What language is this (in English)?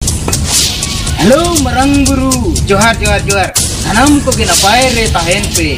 Santali